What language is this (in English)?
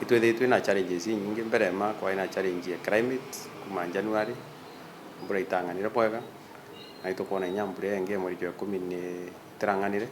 Meru